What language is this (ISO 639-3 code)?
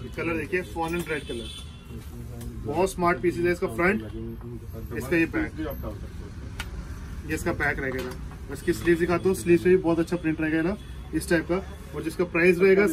hin